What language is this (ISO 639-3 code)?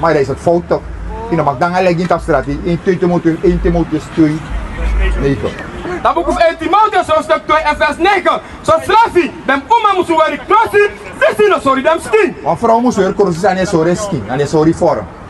srn